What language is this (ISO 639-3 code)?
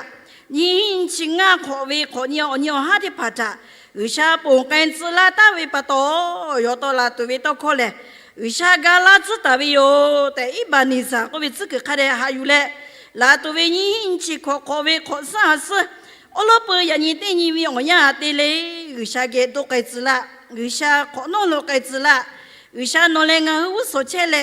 lhu